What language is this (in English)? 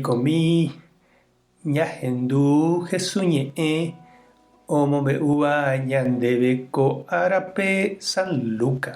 Guarani